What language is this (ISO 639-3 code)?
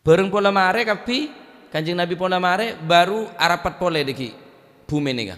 mad